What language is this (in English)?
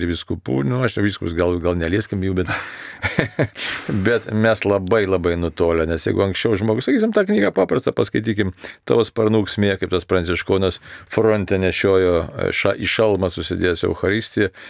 Lithuanian